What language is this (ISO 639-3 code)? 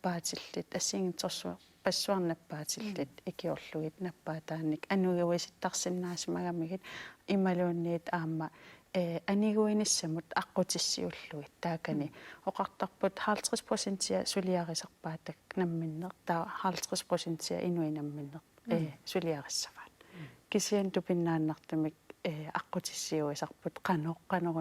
kal